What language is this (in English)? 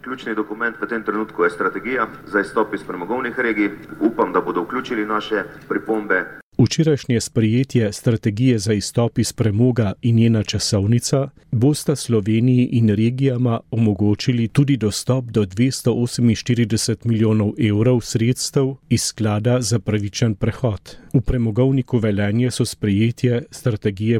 Slovenian